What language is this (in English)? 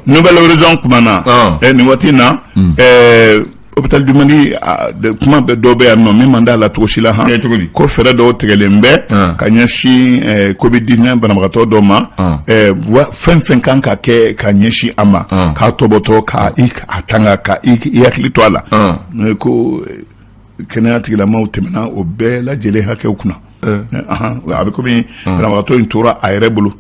Bambara